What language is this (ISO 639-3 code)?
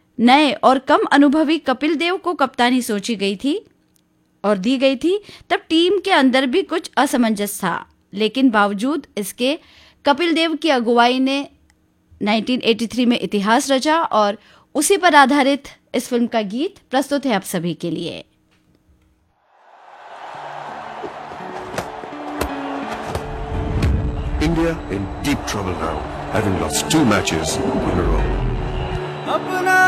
hin